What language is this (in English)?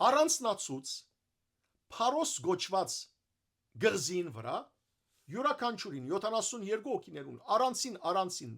Western Armenian